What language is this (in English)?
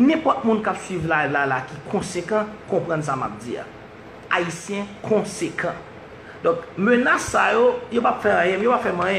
Haitian Creole